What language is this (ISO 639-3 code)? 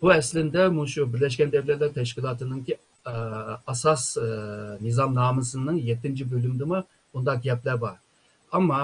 uig